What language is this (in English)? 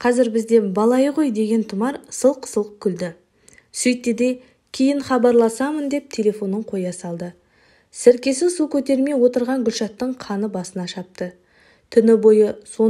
Kazakh